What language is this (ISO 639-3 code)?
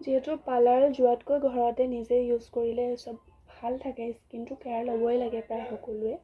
asm